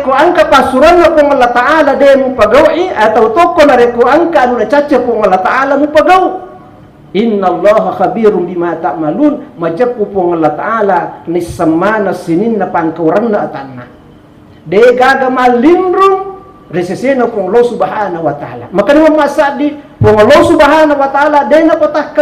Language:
Buginese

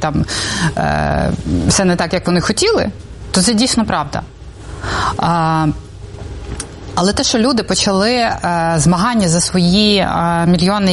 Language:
Ukrainian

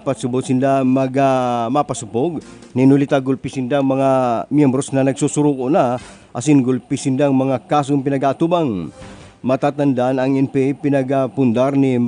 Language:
Bikol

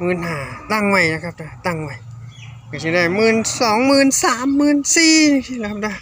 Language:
Northeastern Thai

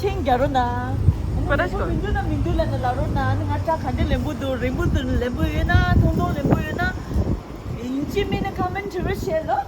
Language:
Tibetan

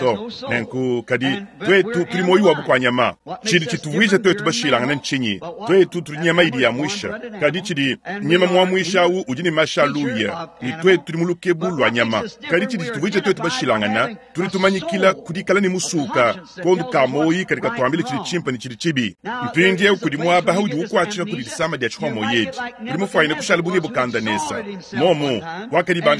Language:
Luba-Lulua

